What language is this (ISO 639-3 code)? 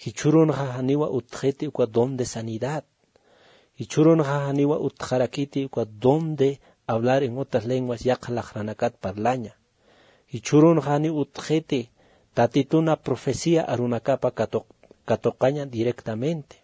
aym